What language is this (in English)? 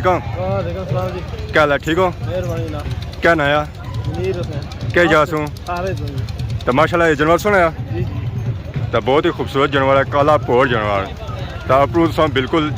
Pahari-Potwari